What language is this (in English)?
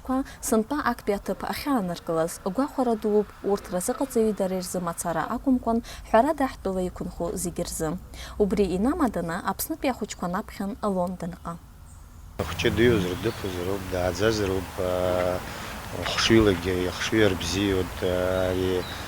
Abkhazian